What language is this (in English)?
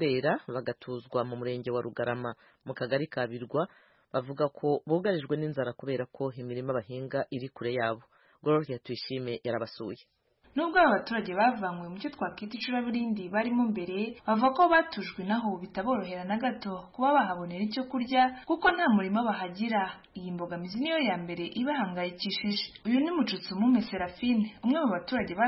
Kinyarwanda